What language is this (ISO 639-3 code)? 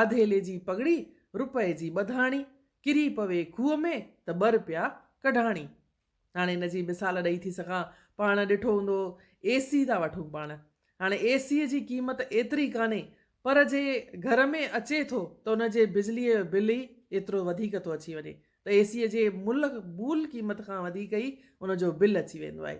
snd